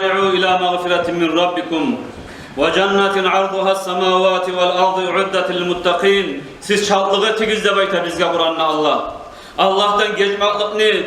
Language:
Kumyk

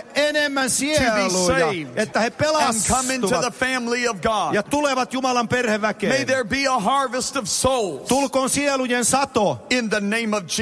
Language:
Finnish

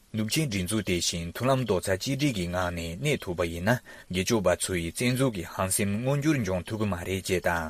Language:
Tibetan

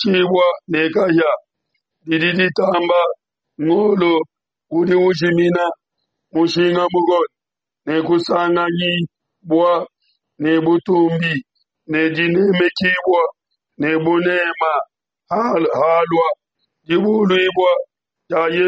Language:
Luba-Lulua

